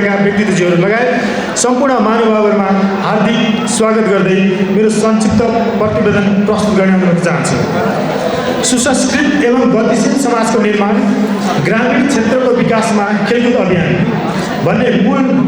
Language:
Nepali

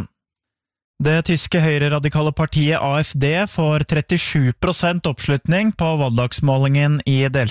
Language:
Norwegian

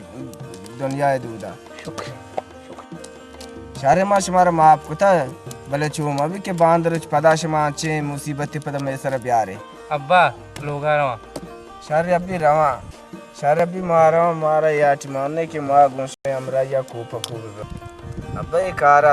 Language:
Baluchi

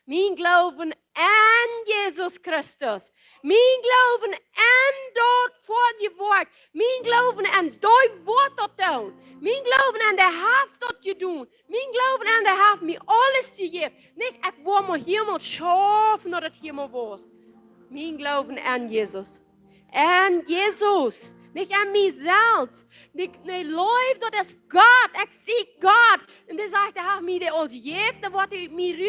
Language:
Plautdietsch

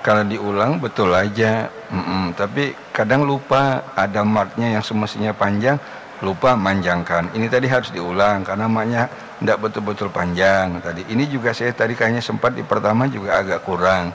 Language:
Banjar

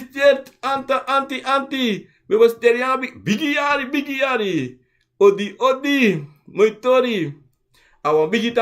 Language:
Sranan Tongo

